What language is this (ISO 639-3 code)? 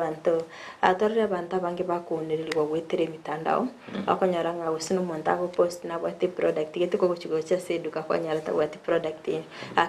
guz